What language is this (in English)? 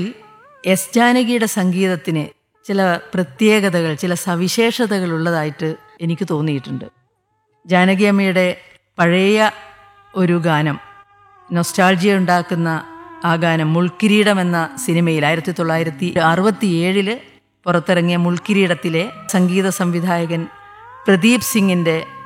Malayalam